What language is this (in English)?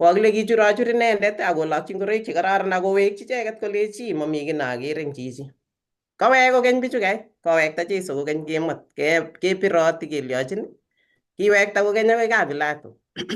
Kalenjin